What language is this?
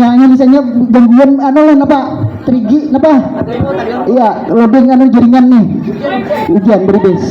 Banjar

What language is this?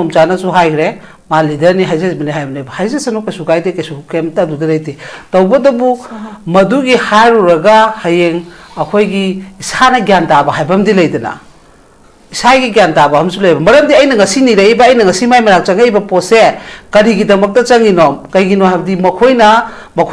Manipuri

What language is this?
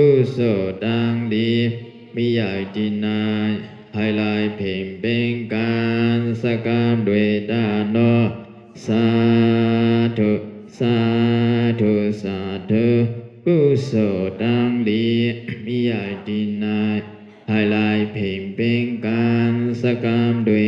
Shan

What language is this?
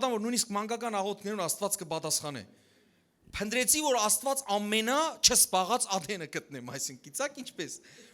Western Armenian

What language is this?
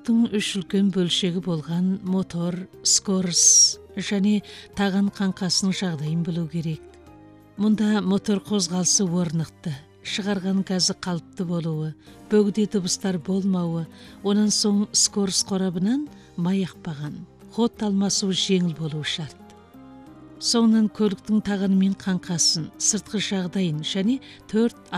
Kazakh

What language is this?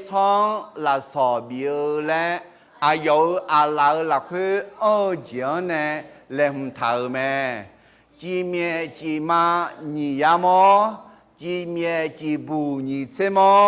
Akha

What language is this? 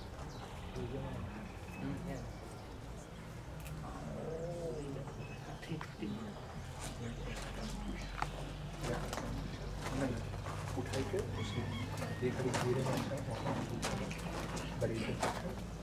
Hindi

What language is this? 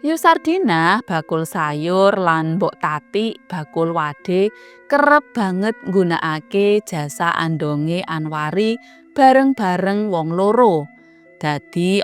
Javanese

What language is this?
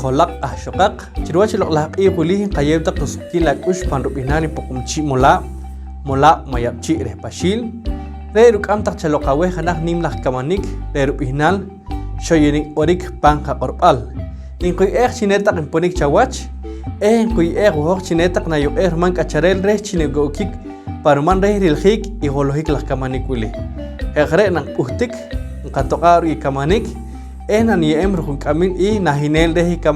Poqomchi'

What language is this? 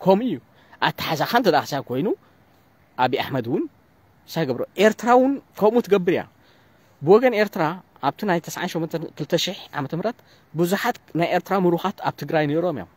Tigrinya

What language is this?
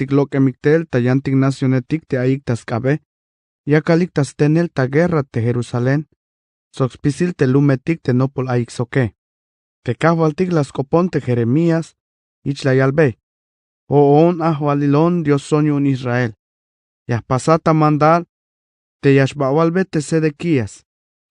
Tzeltal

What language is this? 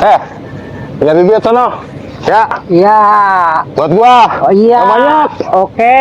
Betawi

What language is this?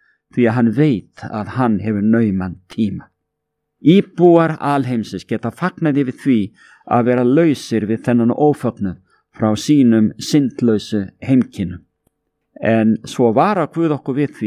Icelandic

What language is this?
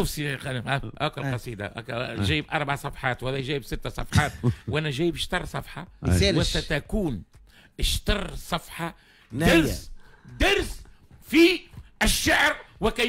Tunisian Arabic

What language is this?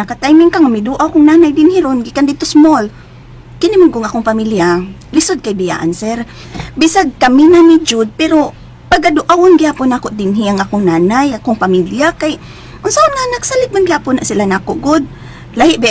Cebuano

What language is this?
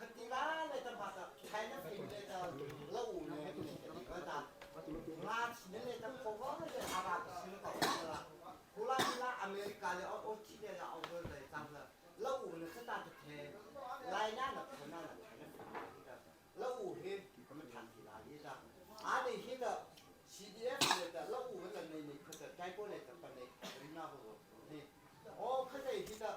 Mara Chin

